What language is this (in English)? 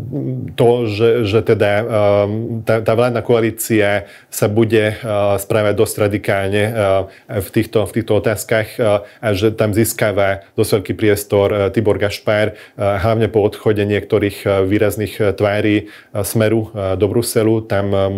Slovak